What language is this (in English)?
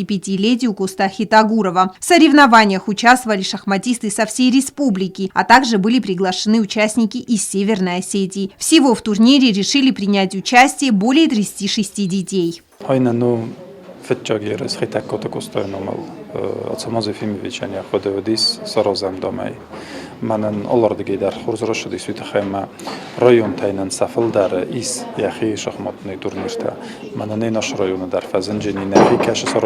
Ossetic